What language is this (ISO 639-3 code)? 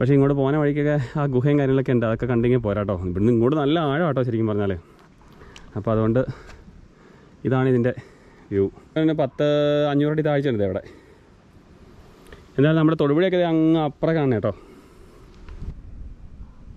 mal